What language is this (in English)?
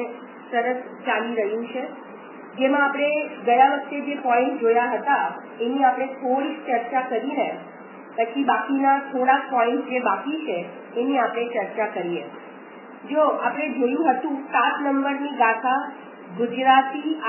Gujarati